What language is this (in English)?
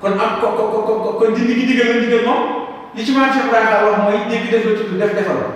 Wolof